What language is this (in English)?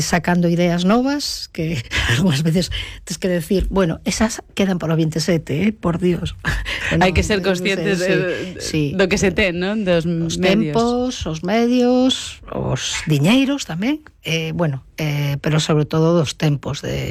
Galician